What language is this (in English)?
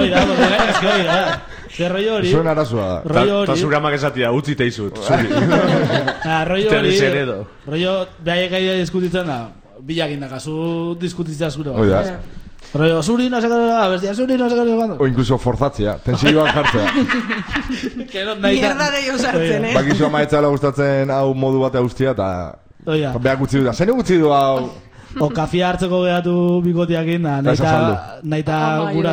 Basque